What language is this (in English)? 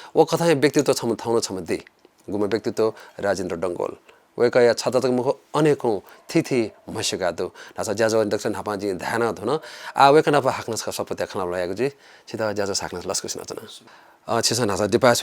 Newari